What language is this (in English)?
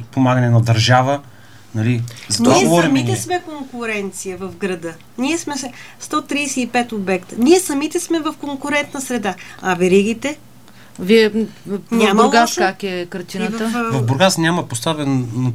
Bulgarian